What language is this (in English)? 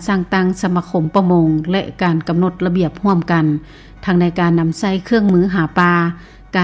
Lao